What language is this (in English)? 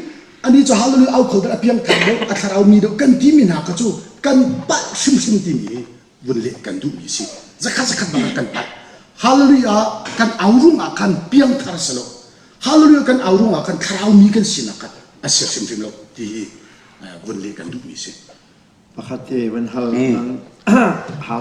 Hakha Chin